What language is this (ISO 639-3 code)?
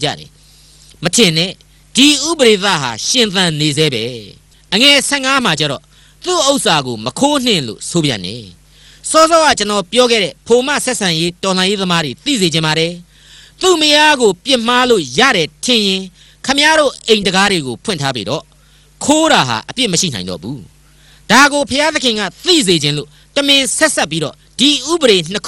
mya